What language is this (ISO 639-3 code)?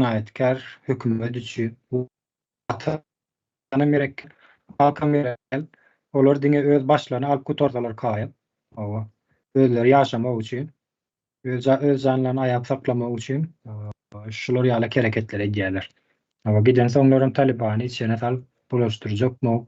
tuk